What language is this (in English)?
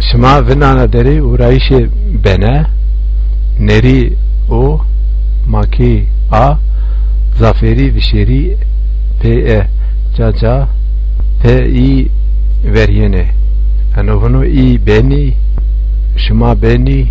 Zaza